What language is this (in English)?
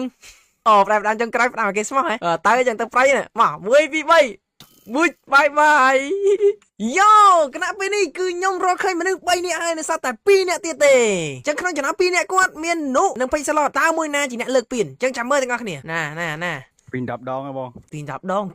Khmer